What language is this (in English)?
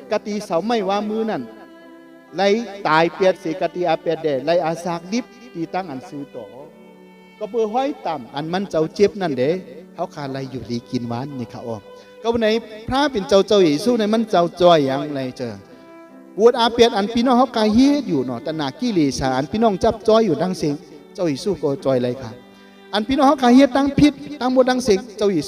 Shan